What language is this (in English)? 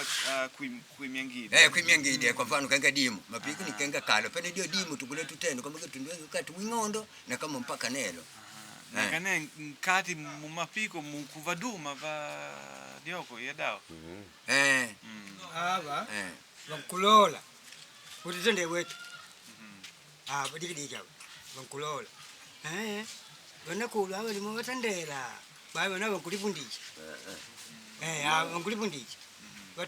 Makonde